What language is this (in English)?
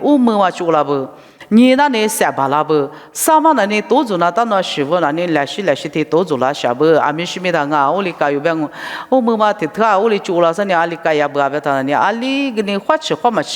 Lisu